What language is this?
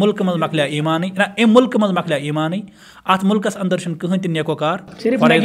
Kashmiri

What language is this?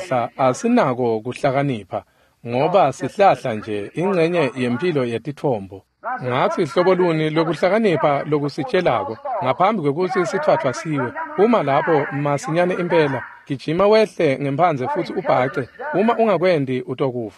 Swati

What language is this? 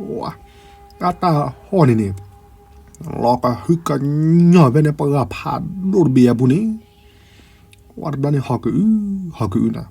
S'gaw Karen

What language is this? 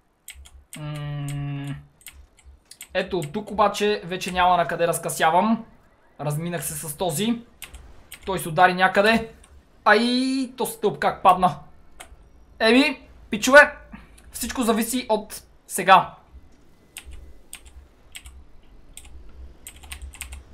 Bulgarian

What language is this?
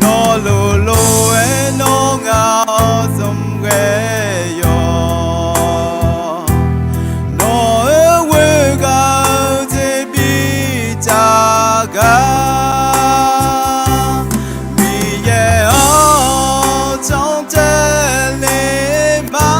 Akha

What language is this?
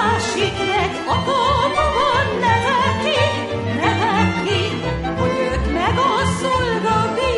Hungarian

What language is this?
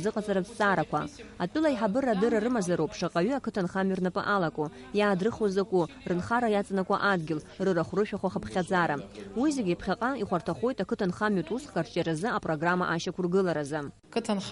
Abkhazian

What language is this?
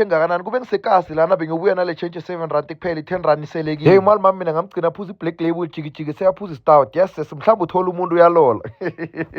Zulu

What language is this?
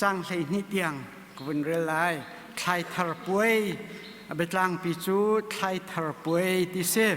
Hakha Chin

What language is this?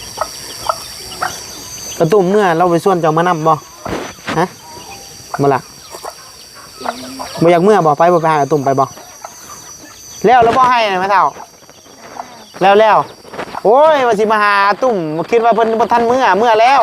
Northeastern Thai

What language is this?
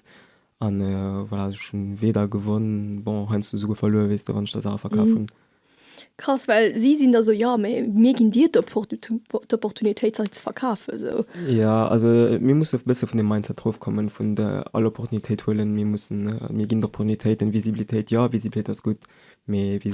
Luxembourgish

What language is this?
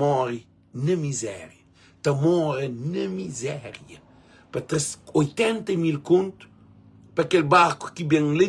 Kabuverdianu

